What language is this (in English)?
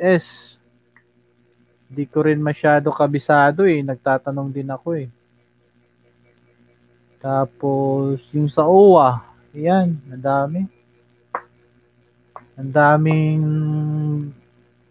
Filipino